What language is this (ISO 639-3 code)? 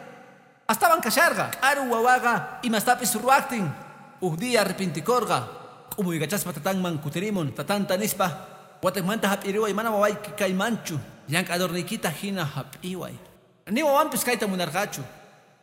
que